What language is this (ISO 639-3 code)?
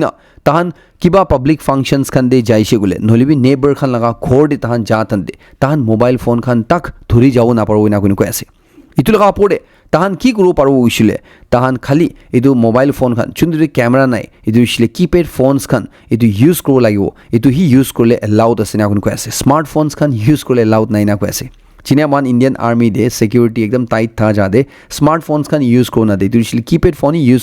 nag